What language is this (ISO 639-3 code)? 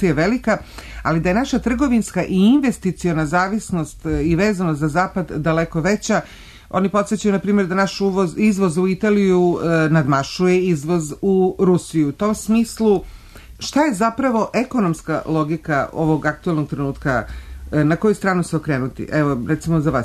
srp